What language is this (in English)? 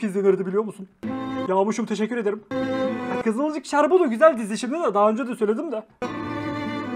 Turkish